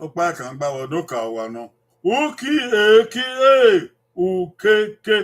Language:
Bini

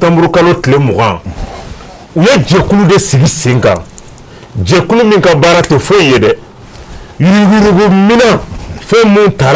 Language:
Bambara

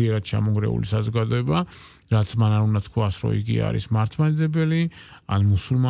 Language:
Georgian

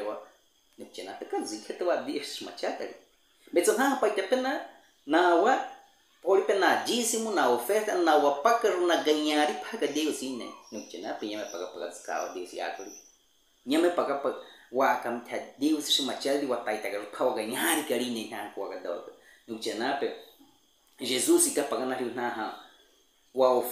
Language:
Baniwa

